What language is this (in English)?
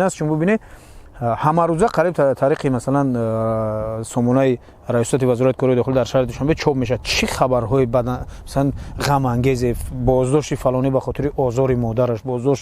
Tajik